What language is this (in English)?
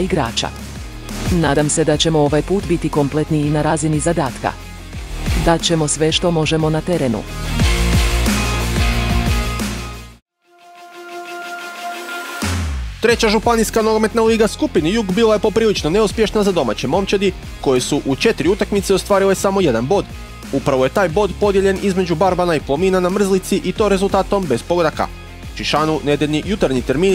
Croatian